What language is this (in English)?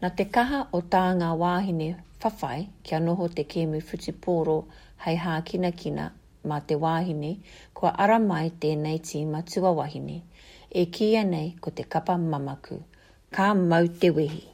Māori